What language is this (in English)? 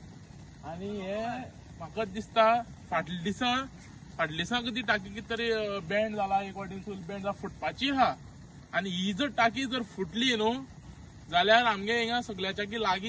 Konkani